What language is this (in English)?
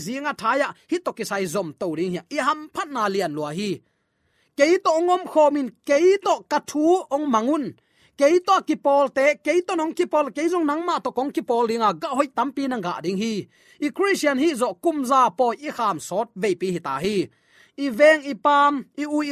Tedim Chin